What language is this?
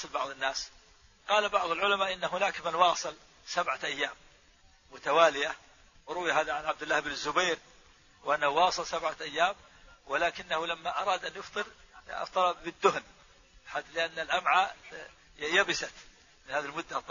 Arabic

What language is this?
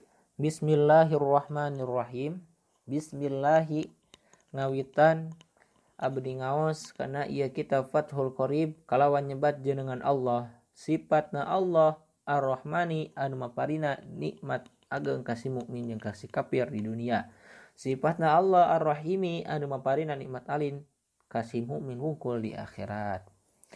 Sundanese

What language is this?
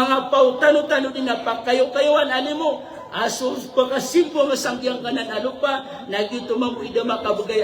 Maranao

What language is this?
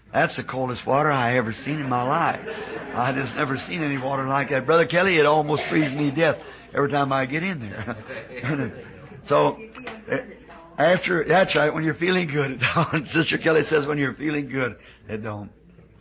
English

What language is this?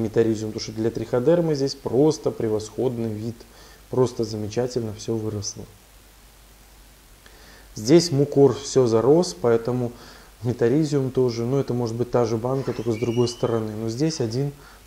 Russian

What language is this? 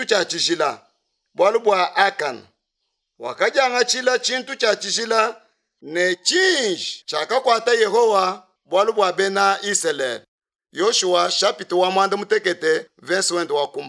Luba-Lulua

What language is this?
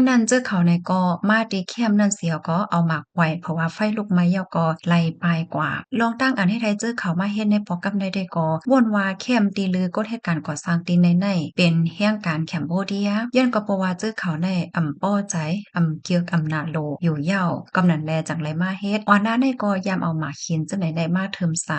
Shan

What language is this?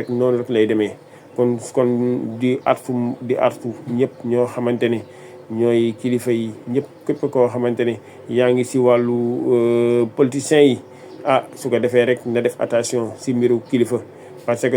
Wolof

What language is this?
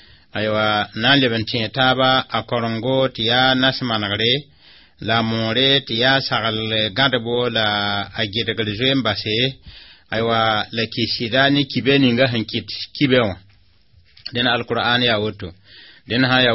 Mossi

